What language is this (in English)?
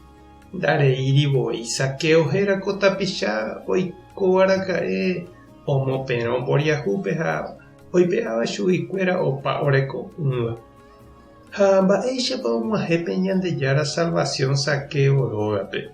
Guarani